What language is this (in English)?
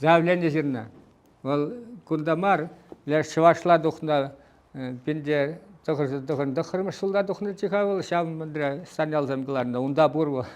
Chuvash